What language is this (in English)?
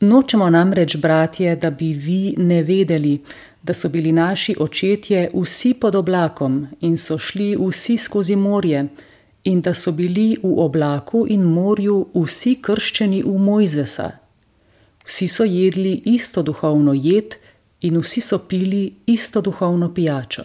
Slovenian